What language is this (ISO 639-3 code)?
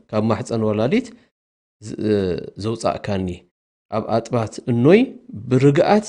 tir